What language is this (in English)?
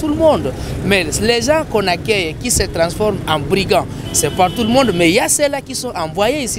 French